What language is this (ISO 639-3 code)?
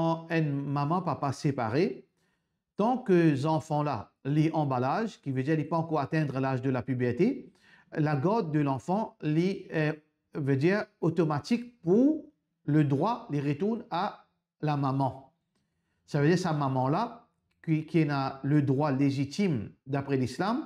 mfe